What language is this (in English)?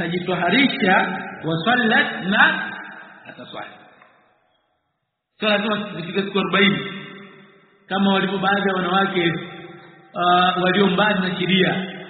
Swahili